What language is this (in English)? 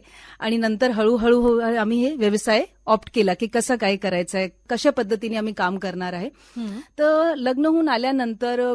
Marathi